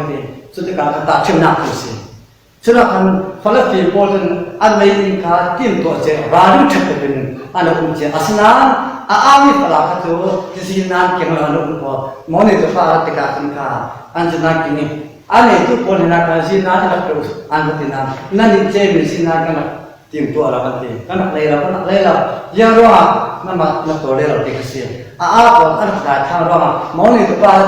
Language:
Falam Chin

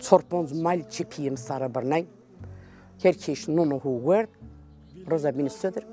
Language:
Zaza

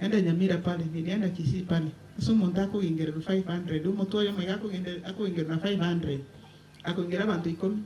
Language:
Gusii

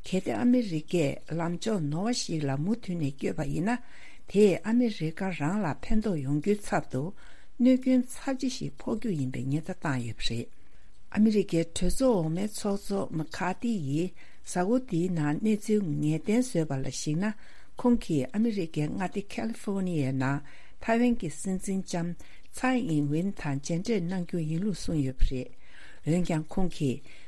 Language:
Tibetan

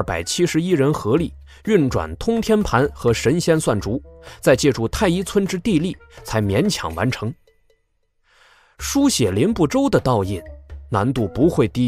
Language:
Chinese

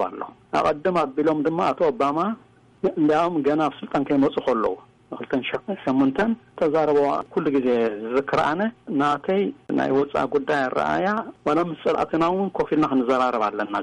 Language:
Tigrinya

